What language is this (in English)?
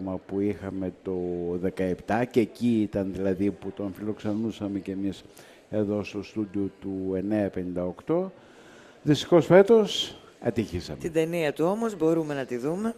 Greek